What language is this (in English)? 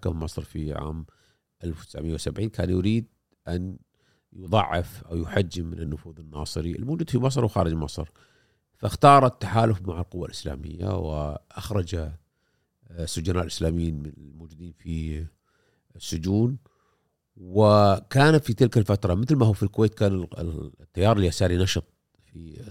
Gulf Arabic